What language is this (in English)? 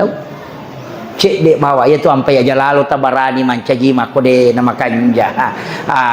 Buginese